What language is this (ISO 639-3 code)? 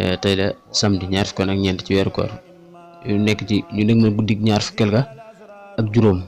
wol